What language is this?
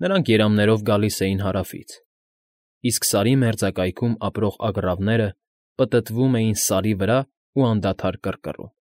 Armenian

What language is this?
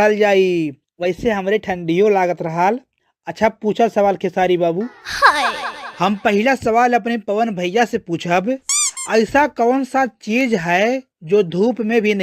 Bhojpuri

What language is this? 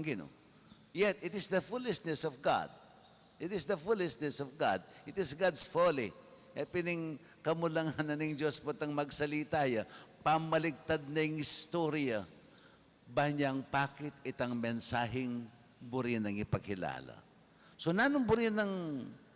Pampanga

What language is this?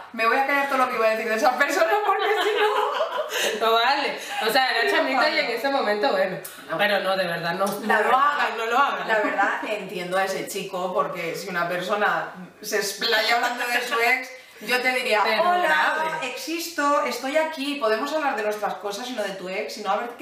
Spanish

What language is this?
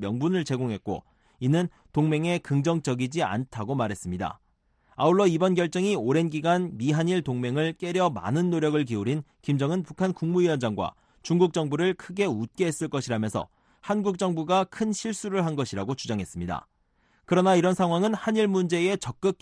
Korean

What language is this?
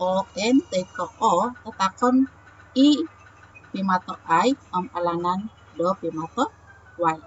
Central Dusun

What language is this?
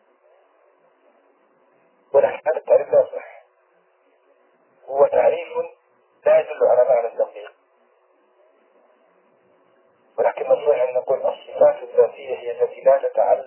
Arabic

